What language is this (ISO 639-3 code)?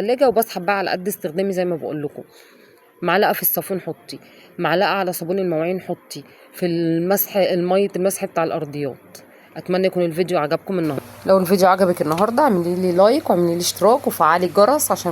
arz